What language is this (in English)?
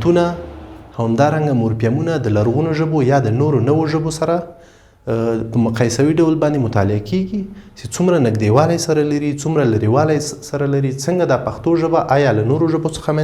Pashto